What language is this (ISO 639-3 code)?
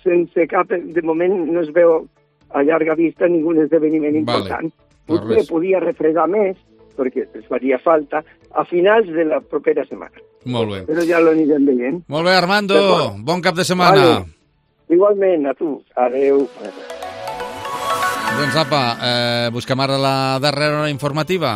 cat